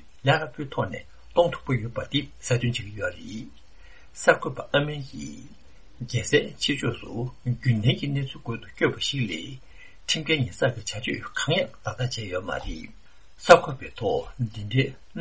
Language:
Tibetan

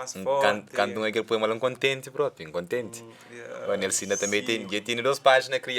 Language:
Kabuverdianu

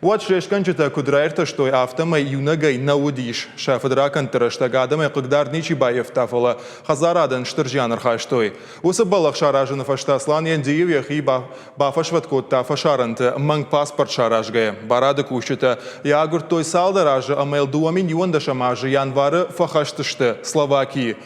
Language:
Ossetic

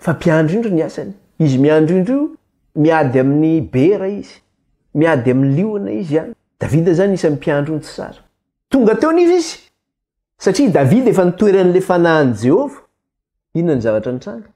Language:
Malagasy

